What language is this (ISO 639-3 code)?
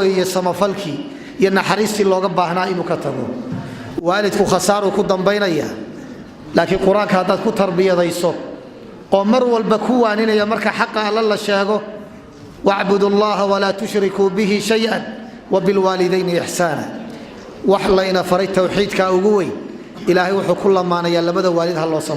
som